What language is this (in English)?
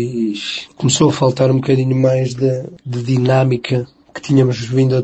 Portuguese